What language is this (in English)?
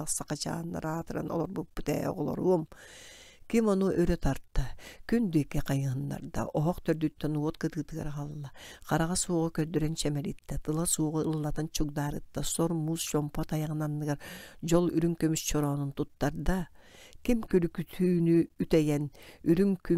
Yakut